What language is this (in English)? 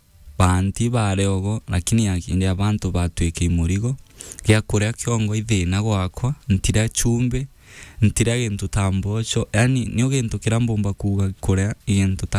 Meru